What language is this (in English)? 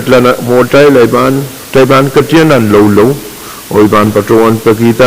Pohnpeian